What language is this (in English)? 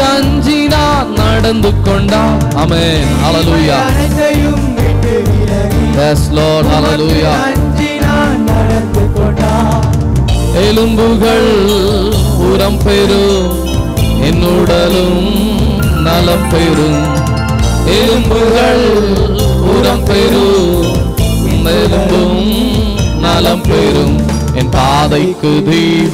Tamil